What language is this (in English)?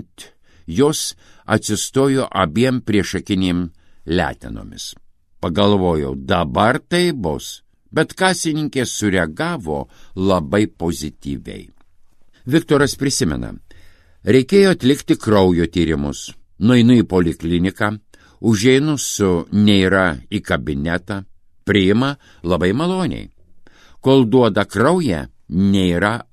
Lithuanian